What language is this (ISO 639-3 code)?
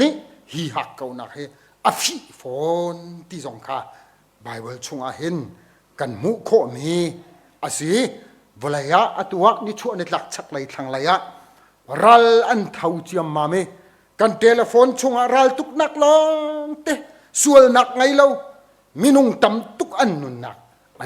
cnh